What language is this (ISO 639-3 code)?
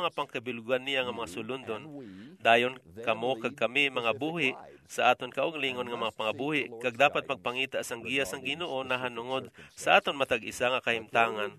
hil